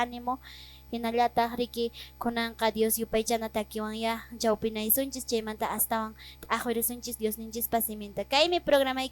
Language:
Quechua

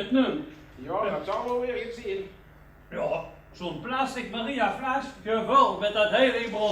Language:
Limburgish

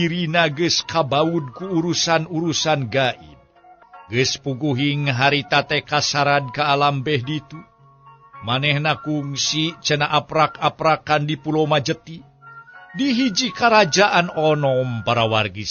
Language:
Sundanese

